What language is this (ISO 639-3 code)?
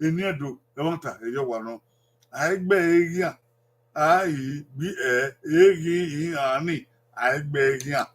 bin